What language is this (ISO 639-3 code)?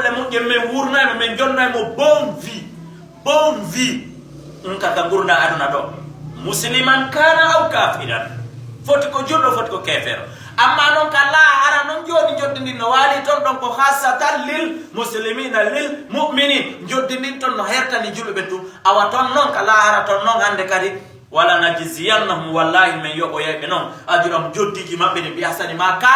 ful